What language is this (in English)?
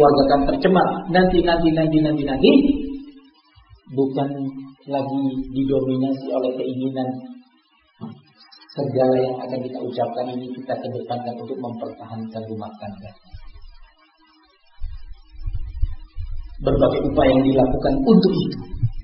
Indonesian